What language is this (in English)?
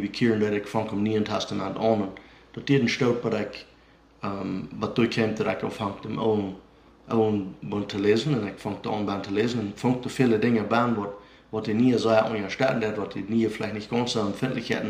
Plautdietsch